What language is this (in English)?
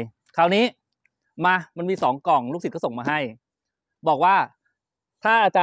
Thai